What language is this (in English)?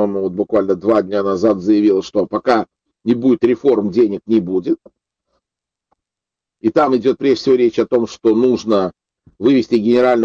Russian